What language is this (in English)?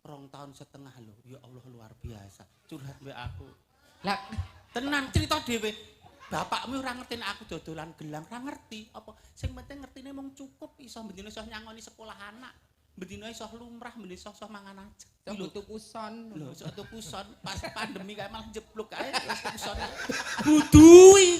Javanese